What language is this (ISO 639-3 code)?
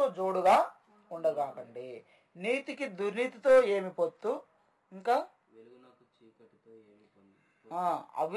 tel